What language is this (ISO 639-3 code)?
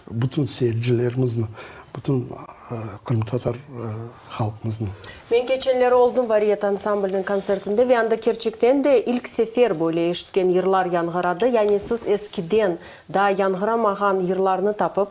crh